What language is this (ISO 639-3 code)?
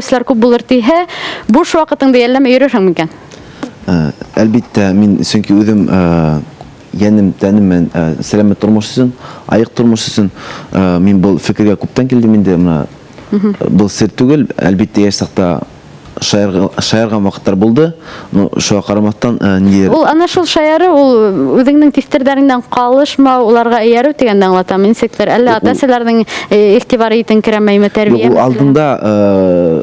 bak